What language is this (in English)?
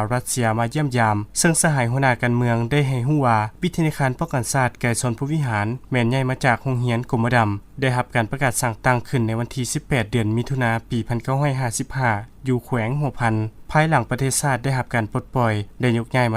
Lao